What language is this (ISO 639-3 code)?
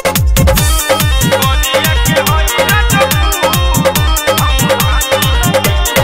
bho